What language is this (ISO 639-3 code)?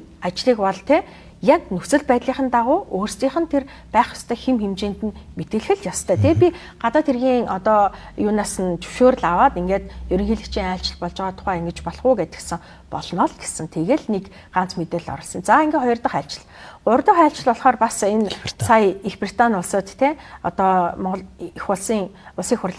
mon